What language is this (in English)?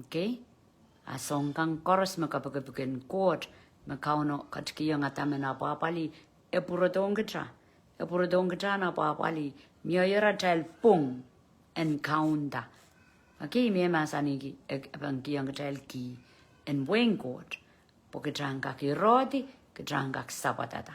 Pohnpeian